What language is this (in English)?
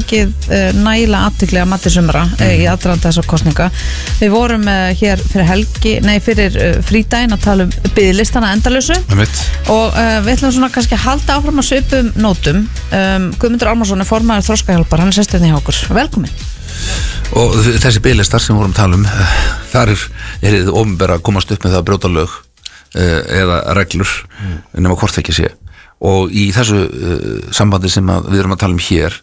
Icelandic